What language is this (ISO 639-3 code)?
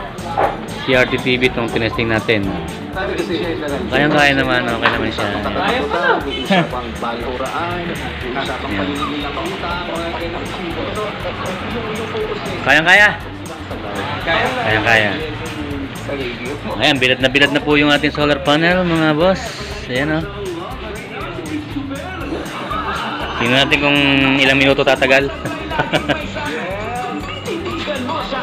fil